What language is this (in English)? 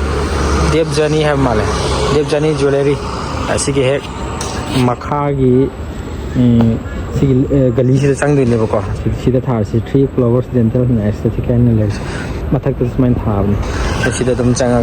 Manipuri